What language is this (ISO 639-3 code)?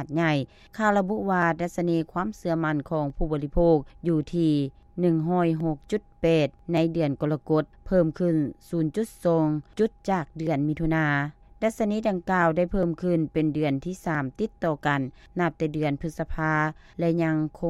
lao